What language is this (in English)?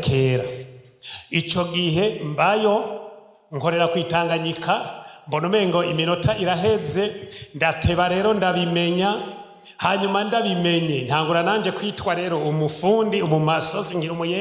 Rundi